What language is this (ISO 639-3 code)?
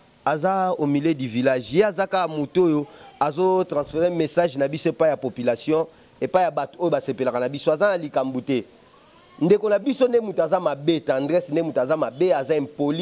lin